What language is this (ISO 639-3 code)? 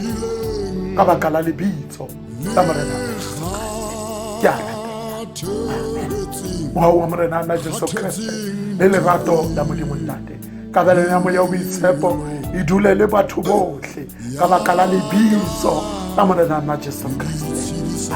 sot